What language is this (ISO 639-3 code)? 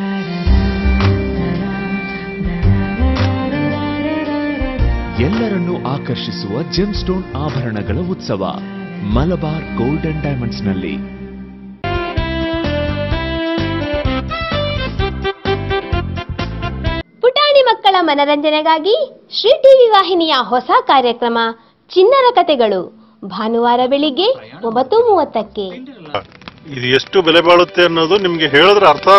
kan